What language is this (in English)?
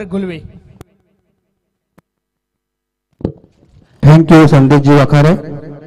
Marathi